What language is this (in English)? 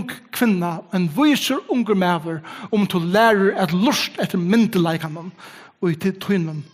Faroese